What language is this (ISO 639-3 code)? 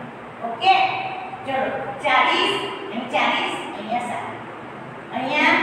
guj